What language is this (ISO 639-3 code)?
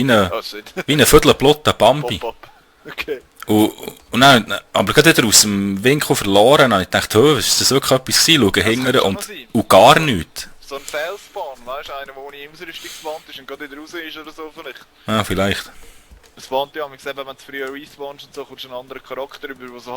gsw